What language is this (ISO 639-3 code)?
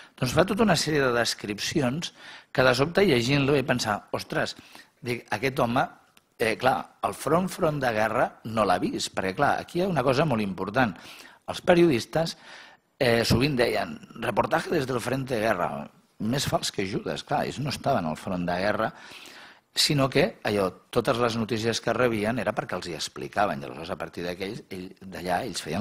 cat